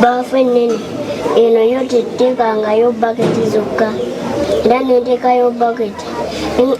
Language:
Ganda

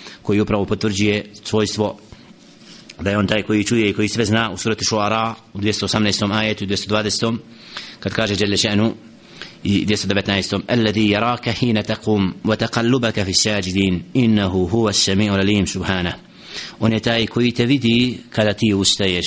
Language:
Bosnian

